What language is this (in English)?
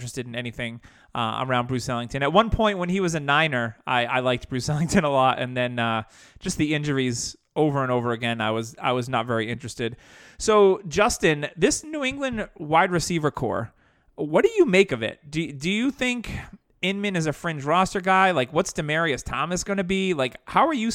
English